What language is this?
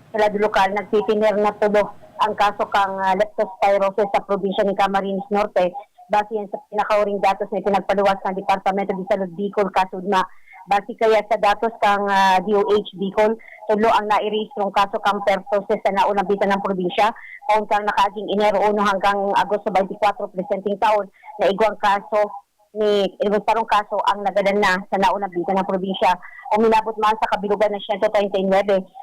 Bikol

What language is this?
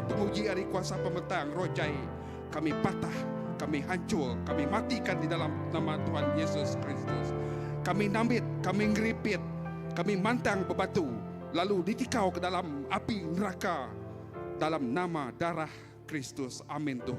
Iban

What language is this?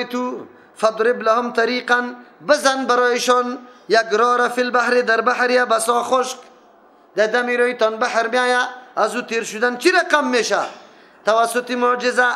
Persian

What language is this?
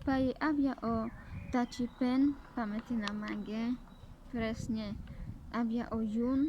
Carpathian Romani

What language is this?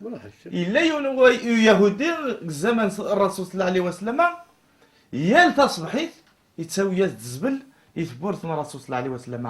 Kabyle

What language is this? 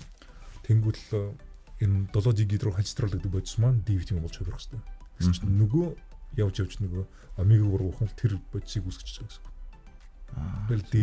Mongolian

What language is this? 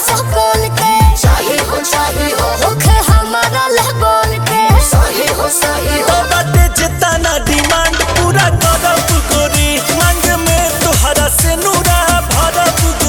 Bhojpuri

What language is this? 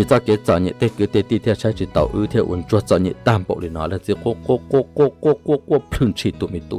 Hmong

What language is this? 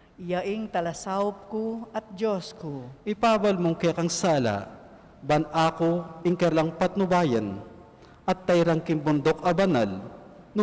Pampanga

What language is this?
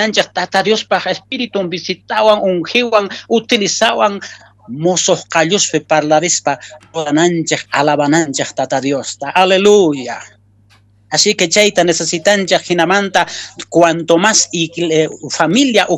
Quechua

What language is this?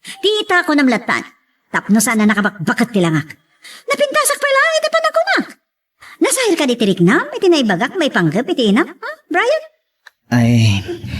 Iloko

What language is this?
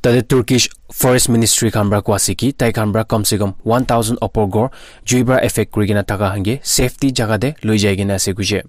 Naga Pidgin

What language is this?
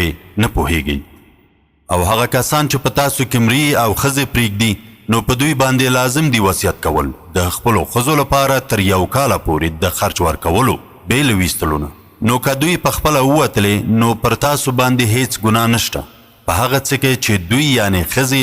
Pashto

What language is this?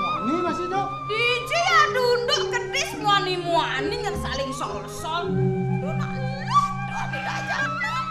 Balinese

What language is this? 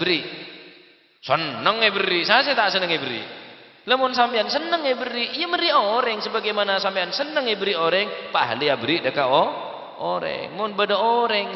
Madurese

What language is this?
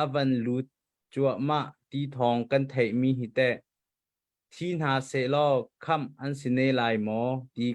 Hakha Chin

